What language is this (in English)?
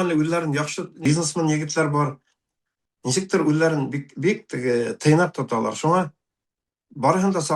Bashkir